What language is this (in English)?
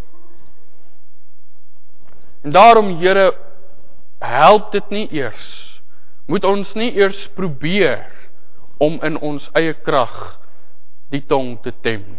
Afrikaans